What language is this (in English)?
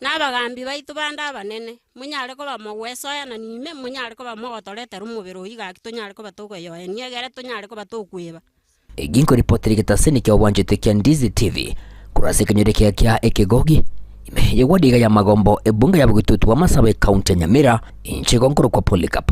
Gusii